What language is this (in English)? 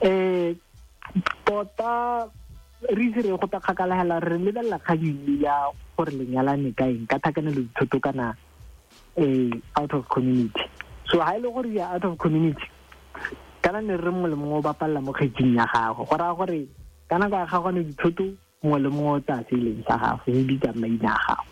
Tswana